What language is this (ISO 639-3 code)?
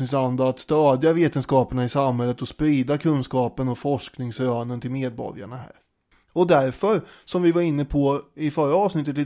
swe